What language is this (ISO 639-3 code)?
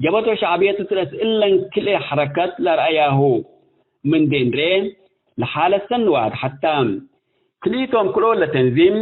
tig